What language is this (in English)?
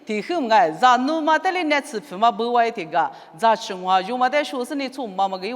Lisu